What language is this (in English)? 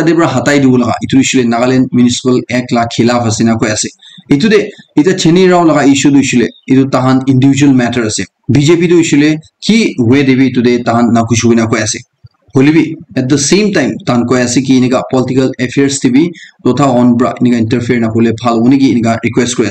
Naga Pidgin